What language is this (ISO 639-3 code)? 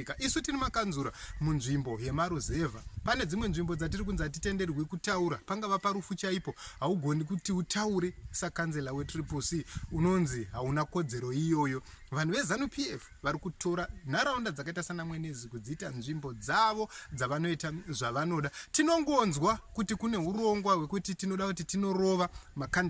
sna